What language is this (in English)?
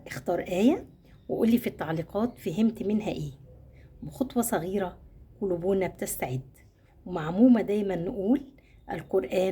Egyptian Arabic